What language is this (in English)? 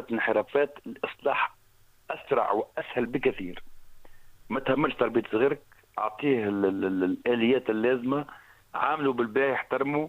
Tunisian Arabic